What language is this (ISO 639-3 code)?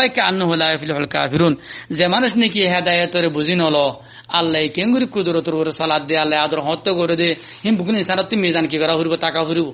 rhg